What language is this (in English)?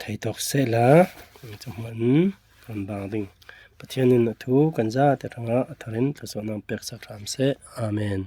Falam Chin